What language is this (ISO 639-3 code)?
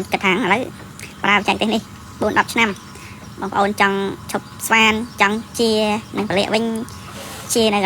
khm